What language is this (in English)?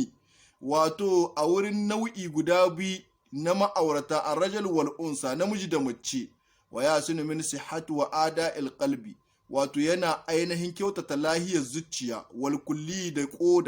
Hausa